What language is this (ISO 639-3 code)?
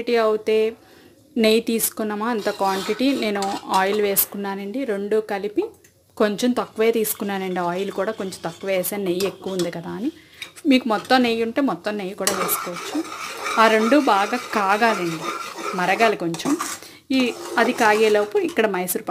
tel